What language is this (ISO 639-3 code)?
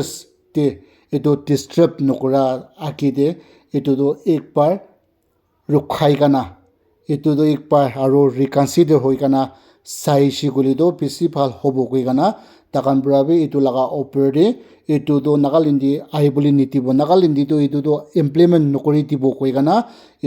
nag